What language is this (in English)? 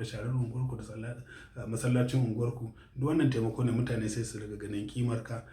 Hausa